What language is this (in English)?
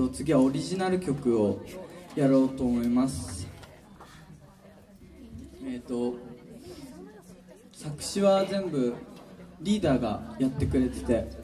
Japanese